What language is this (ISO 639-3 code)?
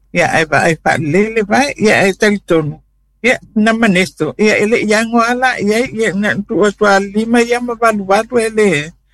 smo